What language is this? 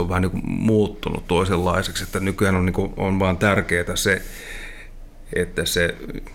Finnish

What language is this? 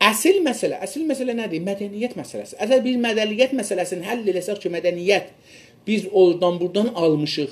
South Azerbaijani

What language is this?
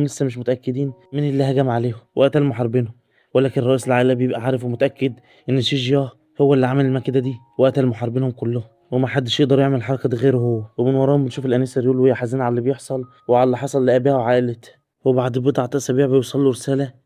Egyptian Arabic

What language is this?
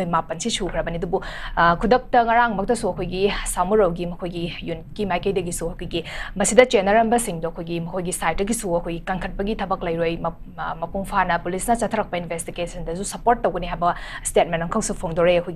Manipuri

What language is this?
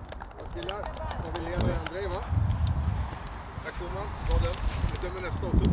Swedish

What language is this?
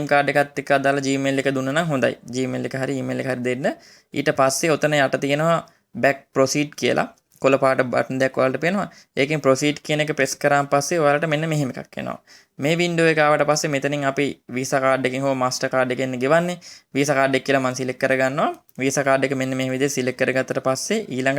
Sinhala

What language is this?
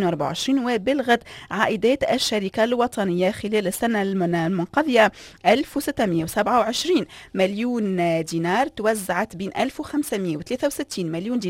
Tunisian Arabic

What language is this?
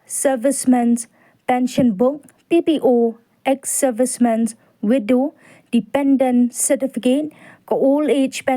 Khasi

